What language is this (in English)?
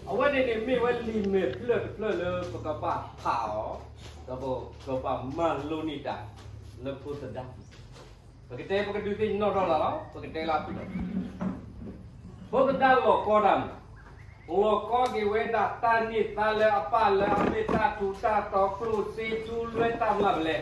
S'gaw Karen